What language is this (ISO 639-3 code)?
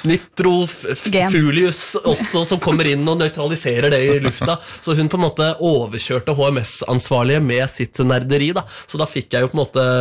nor